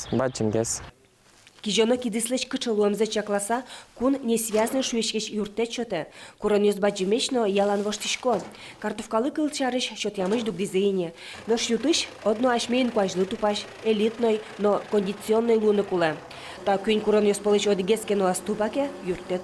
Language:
Udmurt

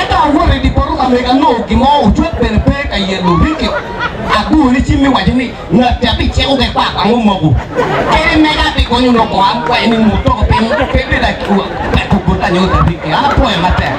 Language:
Acoli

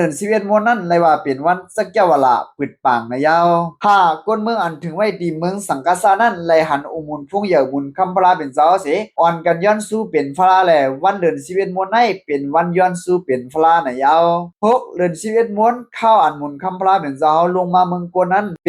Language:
Shan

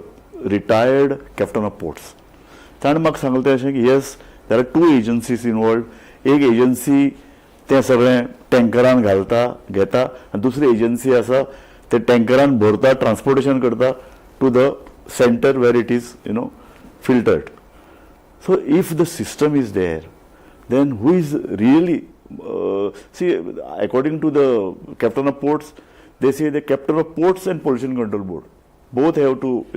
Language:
Konkani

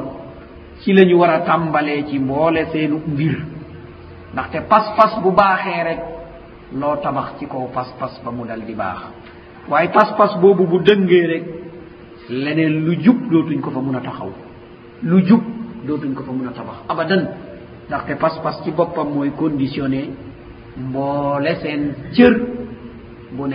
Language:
Wolof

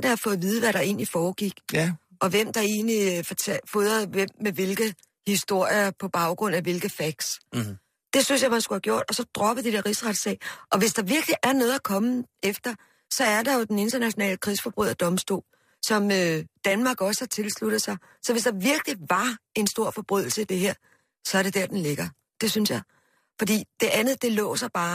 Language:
Danish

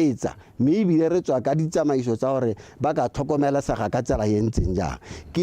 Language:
Tswana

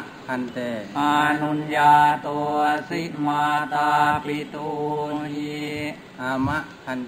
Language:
Thai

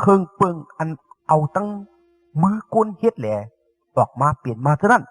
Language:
Shan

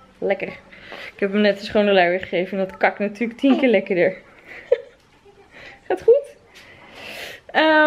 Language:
Dutch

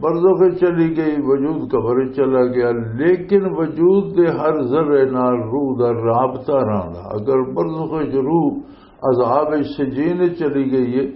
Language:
Western Panjabi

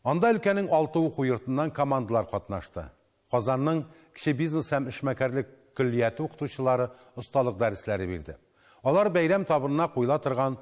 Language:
Tatar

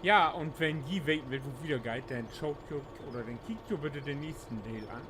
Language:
Low German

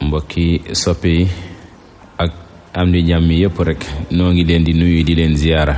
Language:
Wolof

